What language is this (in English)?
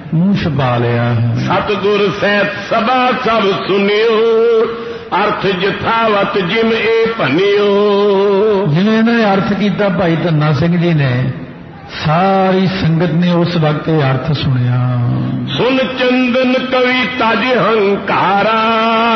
Punjabi